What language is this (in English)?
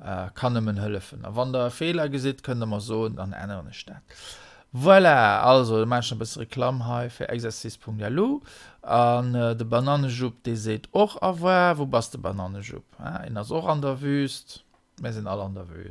Luxembourgish